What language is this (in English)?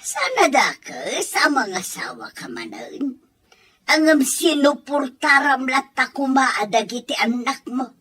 Iloko